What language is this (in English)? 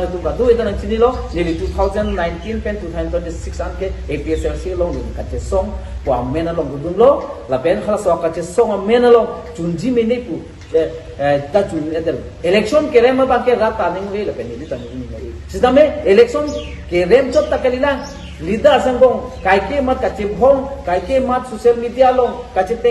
Karbi